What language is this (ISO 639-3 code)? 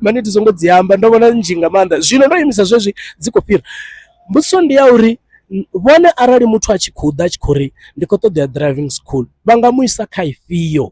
ven